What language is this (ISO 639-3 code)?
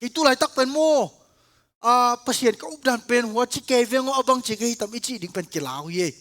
ctd